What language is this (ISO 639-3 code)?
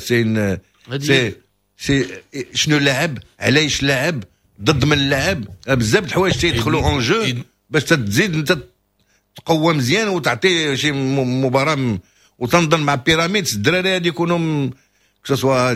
ary